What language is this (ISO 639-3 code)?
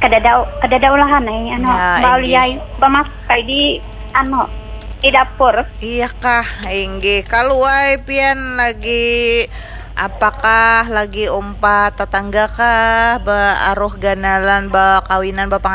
bjn